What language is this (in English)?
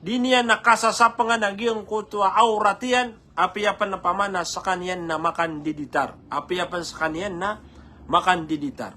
Maranao